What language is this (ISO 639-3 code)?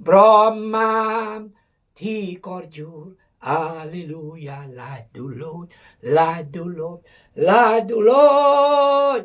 kjg